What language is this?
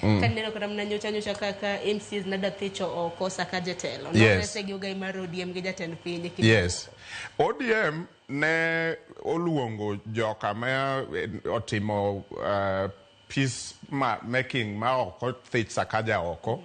Luo (Kenya and Tanzania)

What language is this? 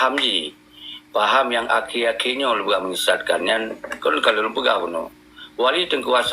Achinese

